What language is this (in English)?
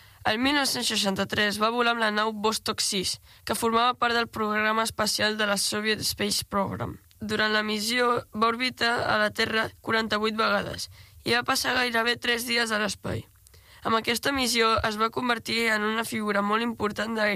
Catalan